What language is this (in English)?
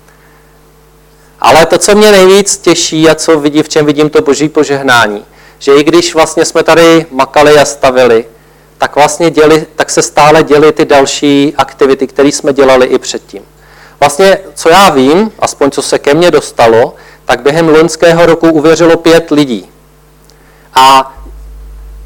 Czech